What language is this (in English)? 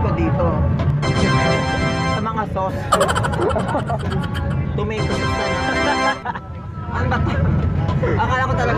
Filipino